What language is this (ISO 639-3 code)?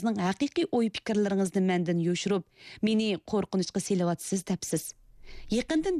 uig